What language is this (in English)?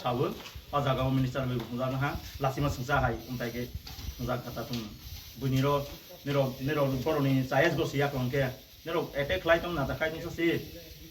Riang (India)